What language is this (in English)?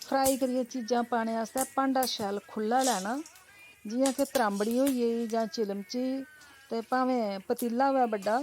Dogri